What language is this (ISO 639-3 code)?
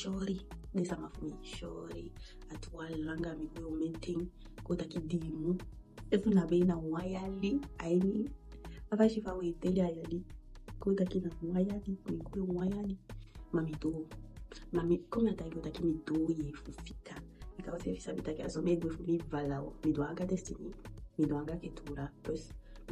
djk